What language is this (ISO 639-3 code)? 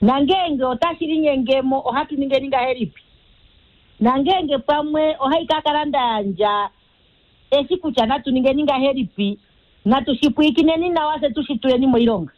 kua